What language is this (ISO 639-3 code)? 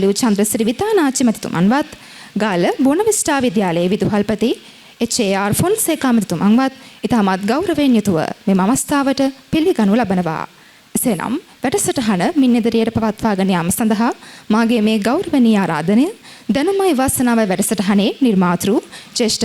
sin